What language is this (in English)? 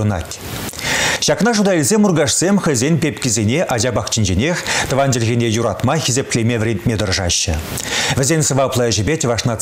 Chuvash